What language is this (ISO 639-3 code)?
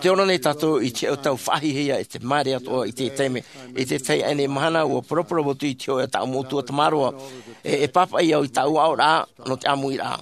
tah